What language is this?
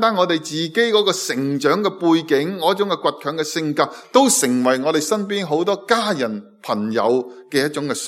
Cantonese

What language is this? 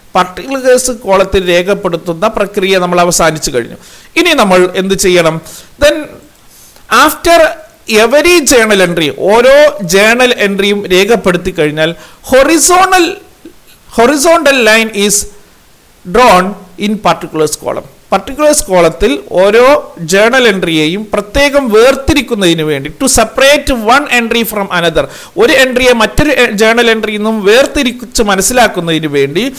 Malayalam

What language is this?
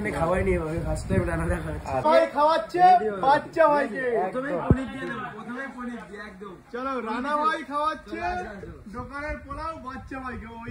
Bangla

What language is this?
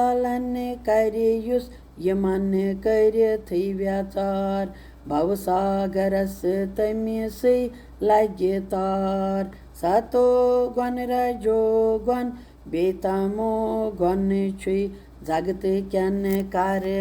Kashmiri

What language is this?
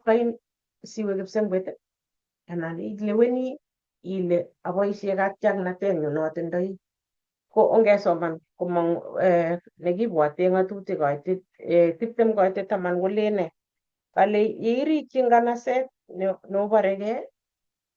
Kalenjin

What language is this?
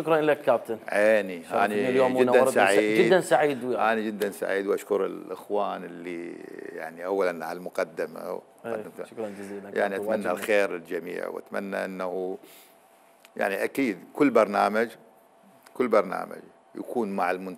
Mesopotamian Arabic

